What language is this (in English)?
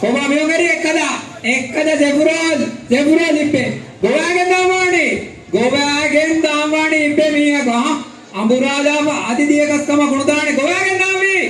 Divehi